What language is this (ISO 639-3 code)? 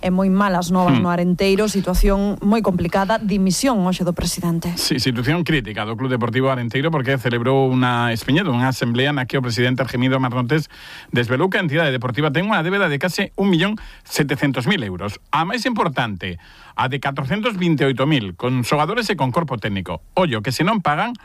glg